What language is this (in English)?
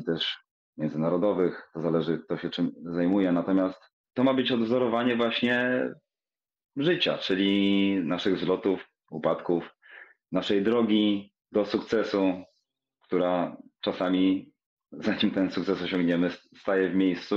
Polish